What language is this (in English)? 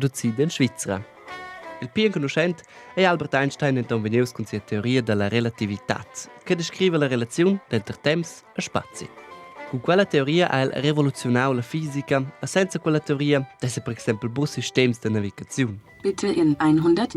Romansh